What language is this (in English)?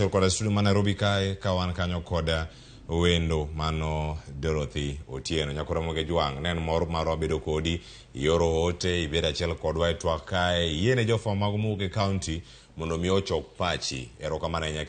Luo (Kenya and Tanzania)